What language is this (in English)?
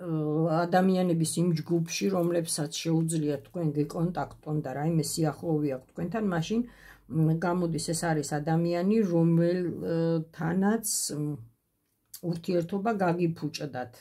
Georgian